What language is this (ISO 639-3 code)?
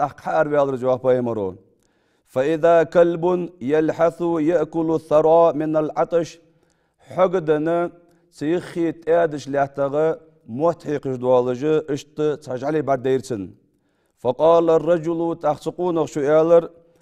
inh